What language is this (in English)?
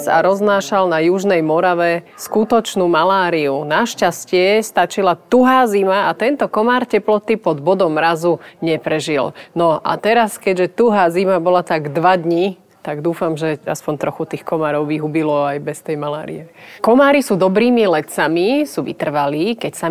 Slovak